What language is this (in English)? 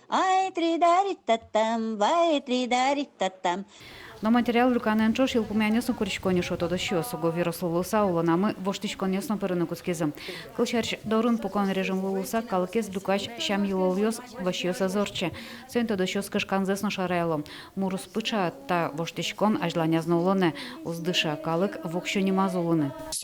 Udmurt